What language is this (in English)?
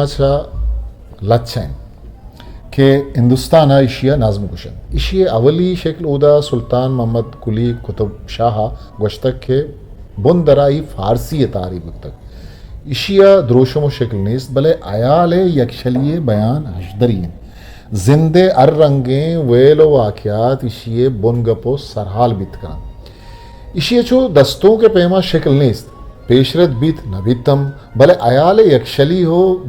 Eastern Balochi